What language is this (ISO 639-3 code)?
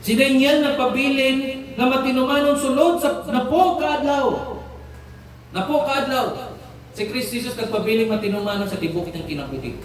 ceb